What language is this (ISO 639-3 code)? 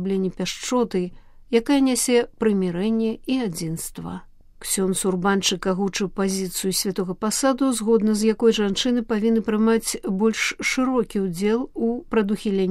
bel